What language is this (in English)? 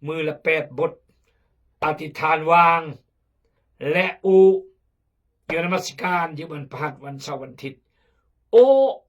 Khmu